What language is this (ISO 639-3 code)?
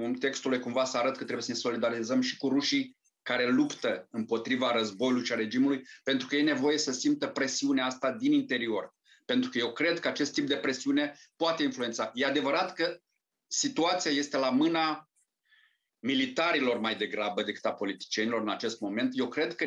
ron